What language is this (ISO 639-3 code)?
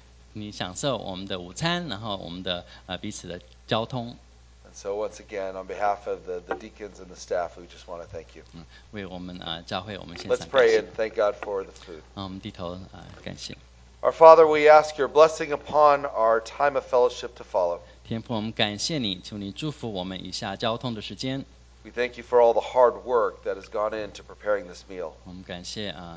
zho